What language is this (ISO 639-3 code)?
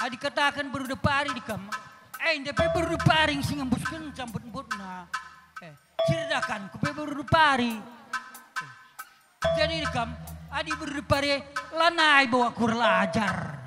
btx